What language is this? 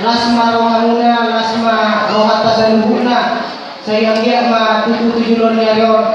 Batak Toba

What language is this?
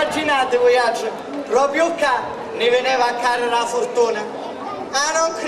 Sicilian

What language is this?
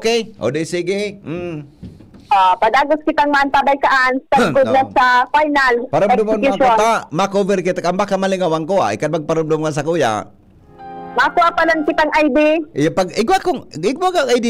Bikol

